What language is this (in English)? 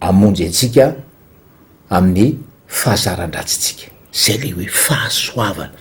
Malagasy